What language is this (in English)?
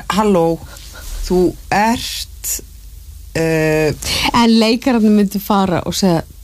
Icelandic